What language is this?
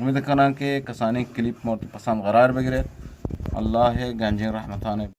Eastern Balochi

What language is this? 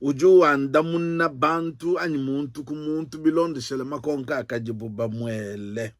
Luba-Lulua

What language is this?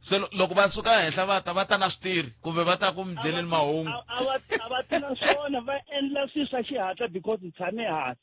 Tsonga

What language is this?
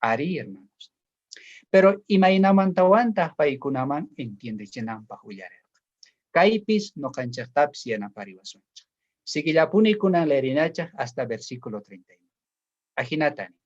South Bolivian Quechua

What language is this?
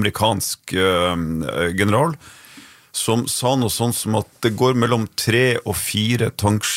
Norwegian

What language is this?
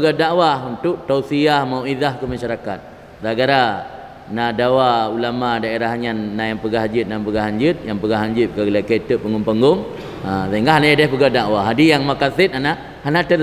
Achinese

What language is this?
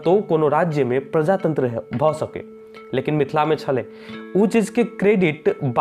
Maithili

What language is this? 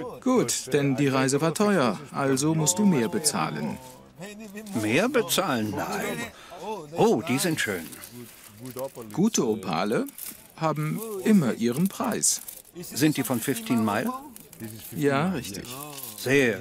German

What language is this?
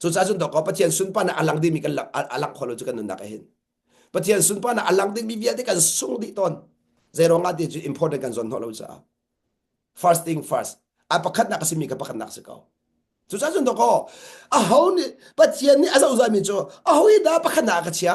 Hakha Chin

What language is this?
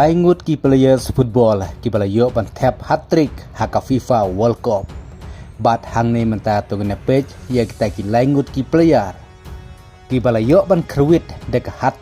Khasi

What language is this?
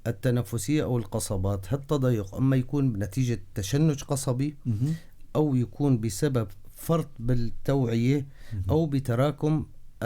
North Levantine Arabic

